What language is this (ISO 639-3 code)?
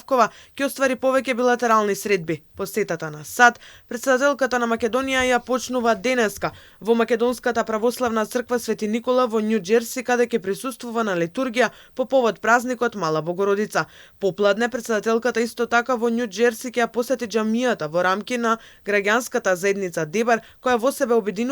mkd